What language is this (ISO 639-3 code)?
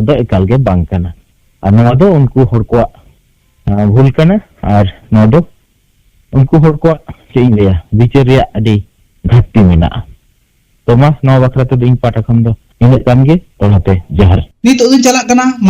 sat